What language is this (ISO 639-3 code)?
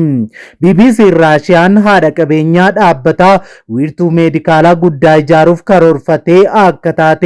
orm